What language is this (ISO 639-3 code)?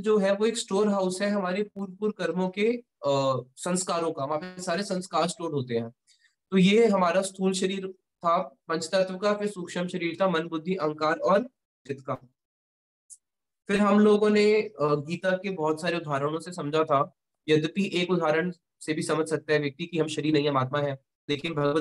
hin